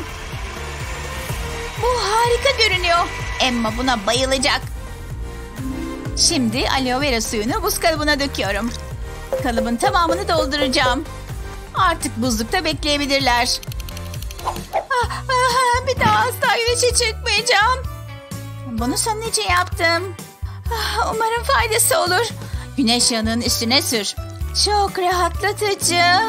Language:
Turkish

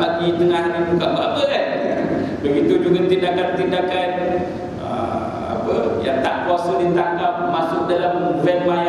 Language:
Malay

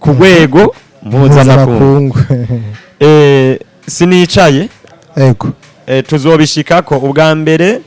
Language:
Rundi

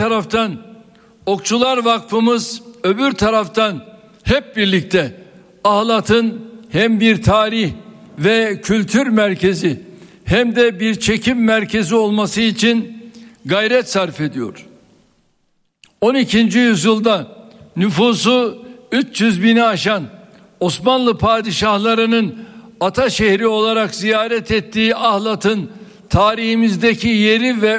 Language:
Turkish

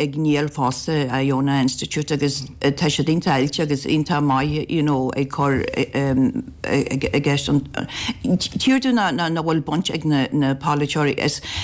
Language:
Irish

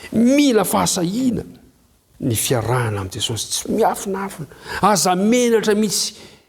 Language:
Malagasy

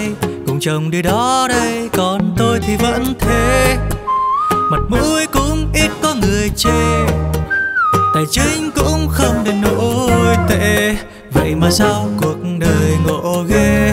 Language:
Vietnamese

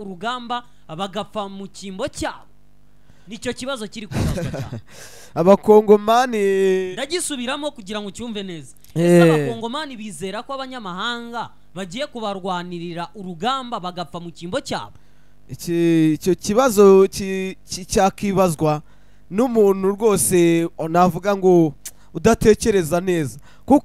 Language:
Kinyarwanda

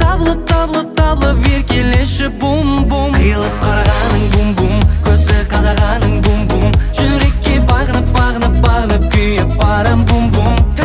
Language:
Kazakh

